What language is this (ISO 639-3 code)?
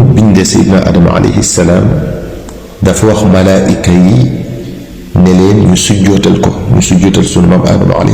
wol